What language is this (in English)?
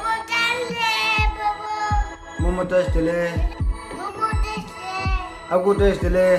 Tibetan